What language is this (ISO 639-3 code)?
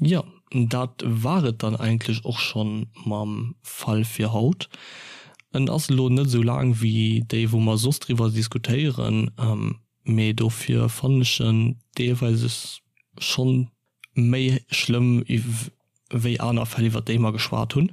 ltz